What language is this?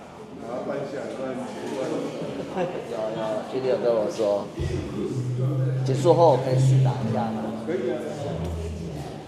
Min Nan Chinese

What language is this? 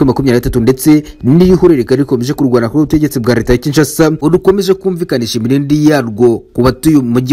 Kinyarwanda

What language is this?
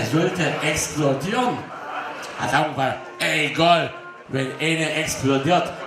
Upper Sorbian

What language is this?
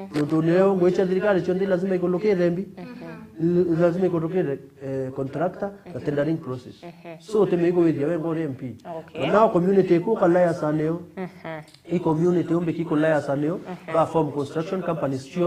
Meru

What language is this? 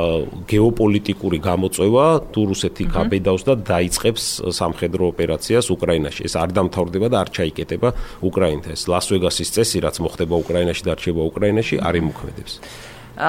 Georgian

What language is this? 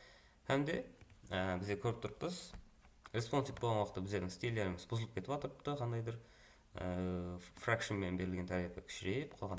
Kara-Kalpak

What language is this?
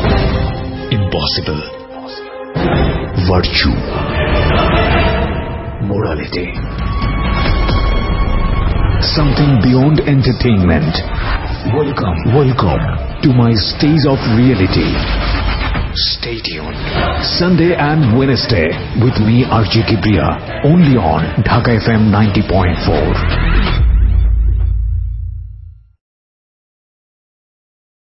Bangla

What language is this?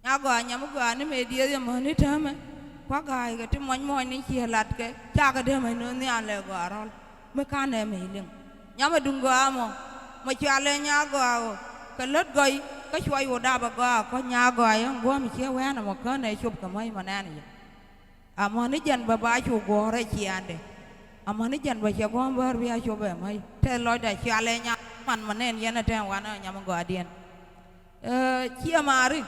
Nuer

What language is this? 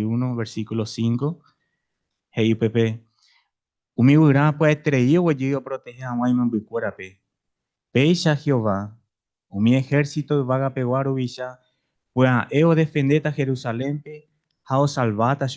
Guarani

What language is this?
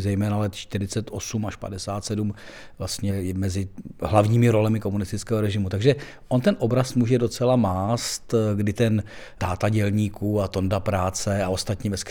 Czech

